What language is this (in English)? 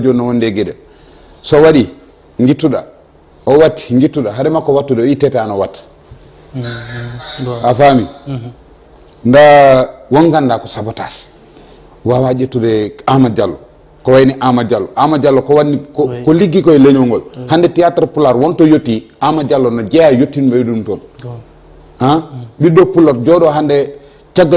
Fula